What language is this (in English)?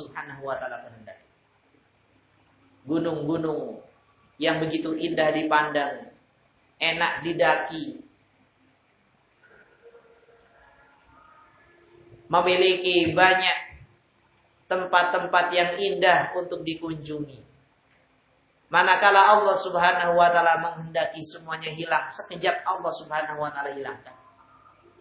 Indonesian